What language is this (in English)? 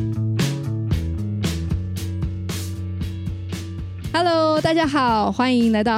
Chinese